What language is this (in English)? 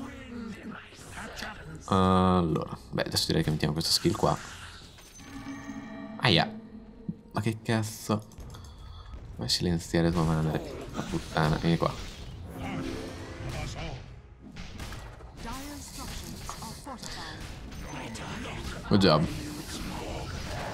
Italian